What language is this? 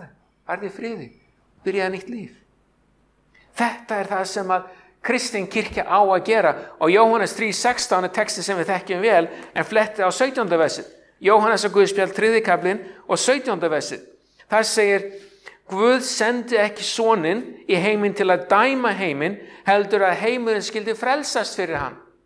Icelandic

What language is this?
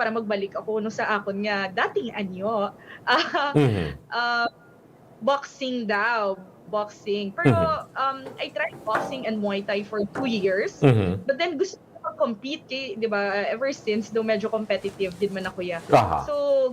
Hiligaynon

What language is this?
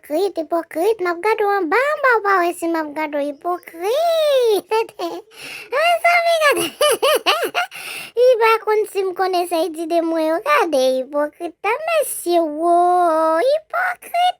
Haitian Creole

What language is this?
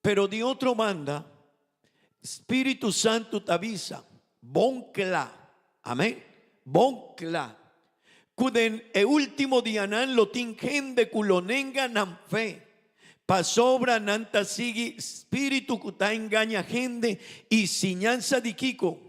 Papiamento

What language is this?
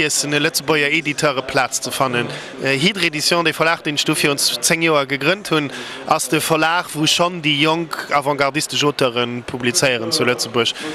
Luxembourgish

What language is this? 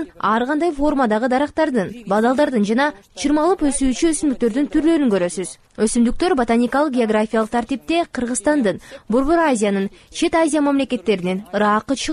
Kyrgyz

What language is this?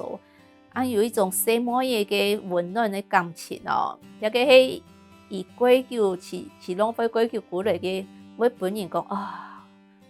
Hakka Chinese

